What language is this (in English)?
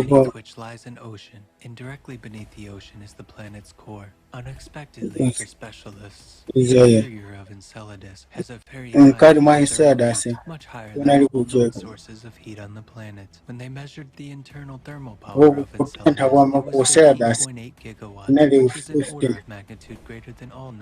Nyanja